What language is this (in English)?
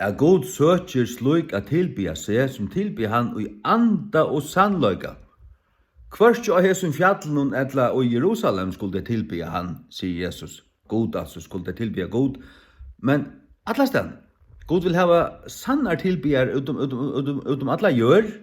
Faroese